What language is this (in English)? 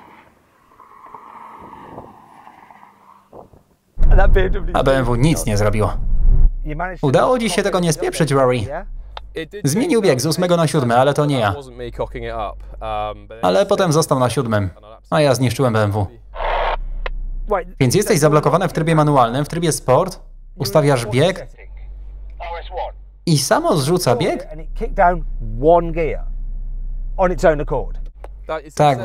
Polish